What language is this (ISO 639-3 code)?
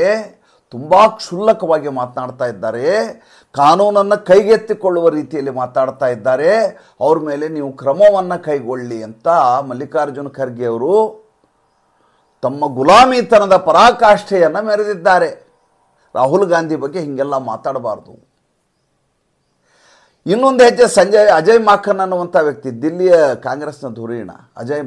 kan